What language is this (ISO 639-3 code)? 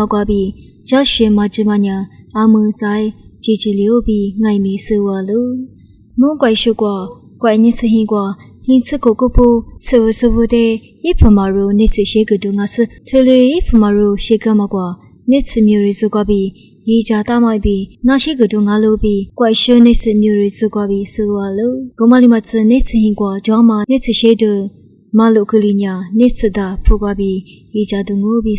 lis